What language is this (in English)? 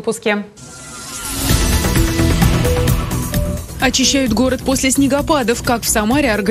Russian